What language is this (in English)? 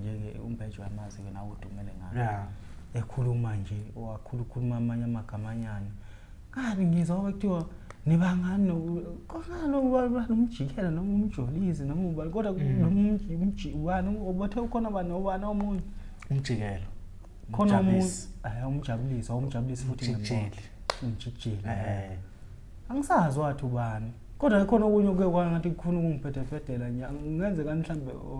Zulu